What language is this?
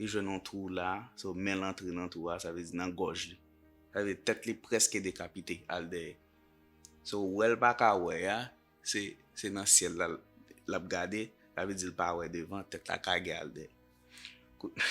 Haitian Creole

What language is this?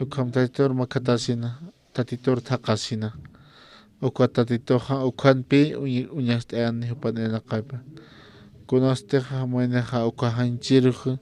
Aymara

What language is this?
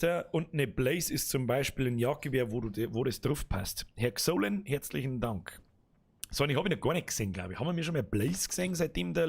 Bavarian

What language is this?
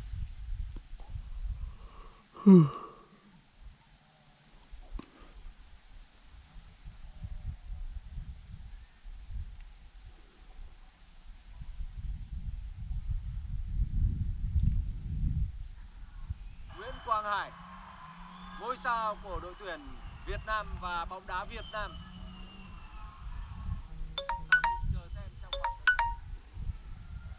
Vietnamese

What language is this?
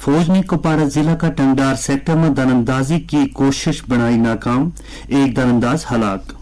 Gujari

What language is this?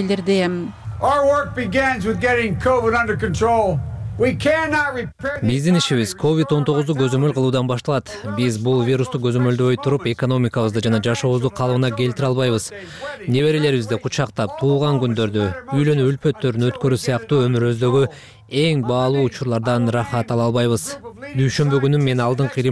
Kyrgyz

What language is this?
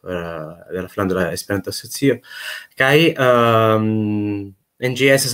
Esperanto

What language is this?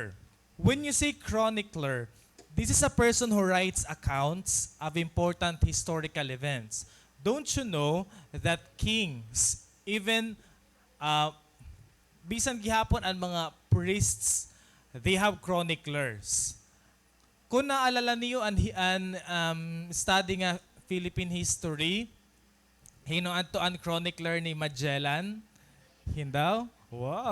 Waray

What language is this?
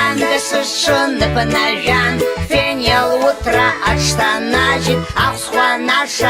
Abkhazian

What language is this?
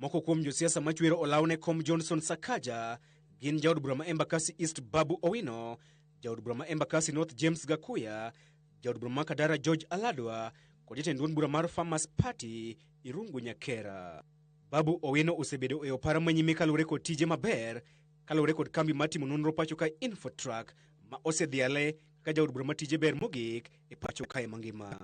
Luo (Kenya and Tanzania)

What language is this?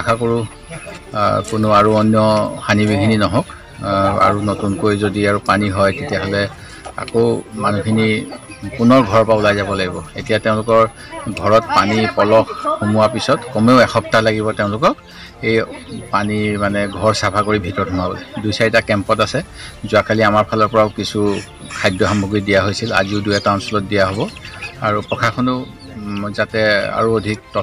Assamese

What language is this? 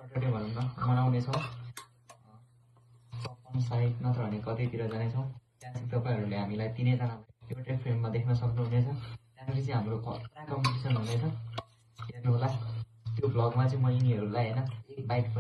Nepali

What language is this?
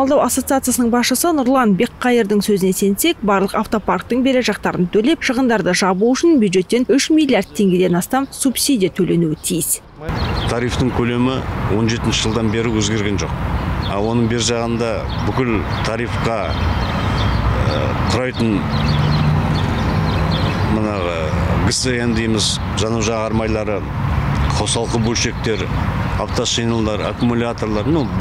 Kazakh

